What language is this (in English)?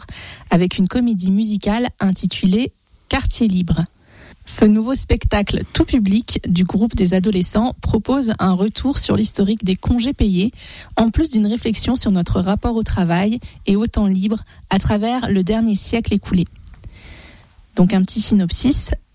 French